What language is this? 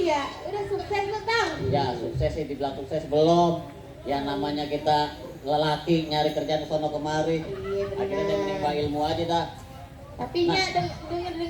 Betawi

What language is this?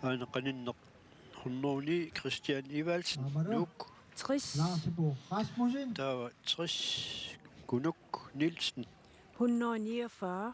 Kalaallisut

